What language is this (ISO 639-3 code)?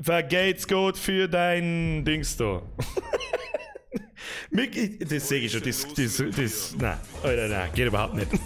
bar